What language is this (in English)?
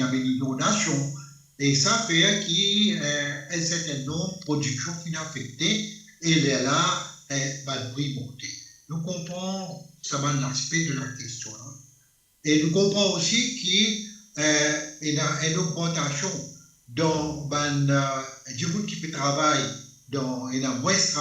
Morisyen